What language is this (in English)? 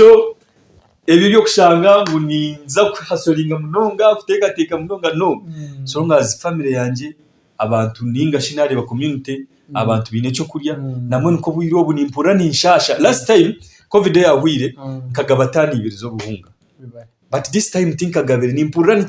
Nyankole